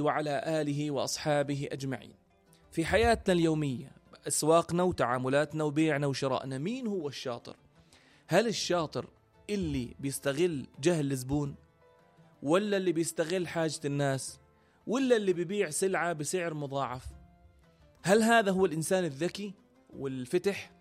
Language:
North Levantine Arabic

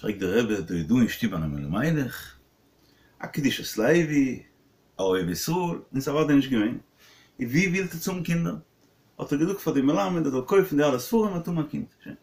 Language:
Yiddish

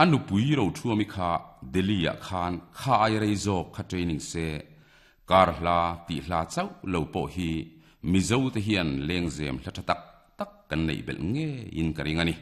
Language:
Mizo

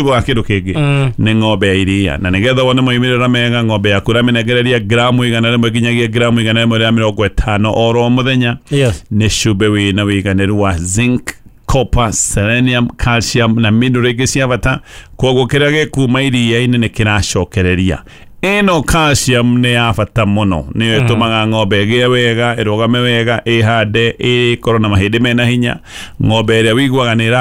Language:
Kikuyu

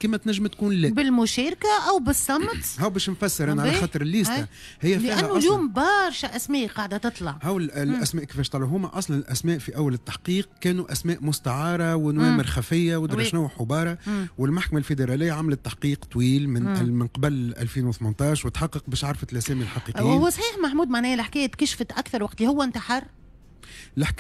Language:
Tunisian Arabic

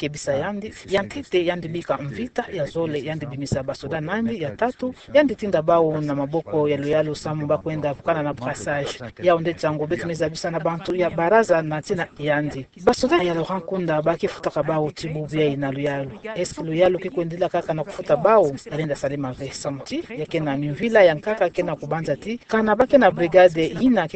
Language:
Kituba (Democratic Republic of Congo)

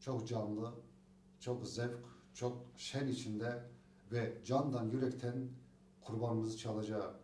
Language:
Crimean Tatar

